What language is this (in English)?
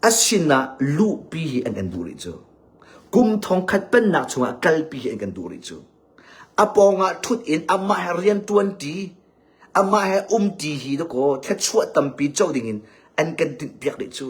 Hakha Chin